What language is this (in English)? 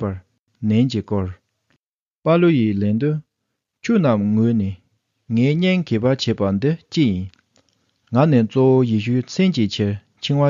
Tibetan